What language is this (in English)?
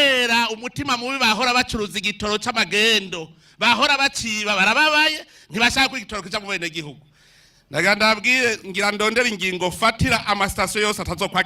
Rundi